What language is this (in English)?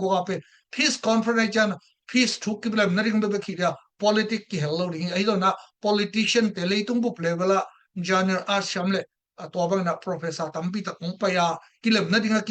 Tedim Chin